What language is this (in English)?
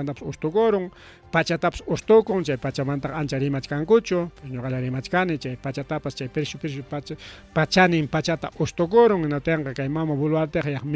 Ayacucho Quechua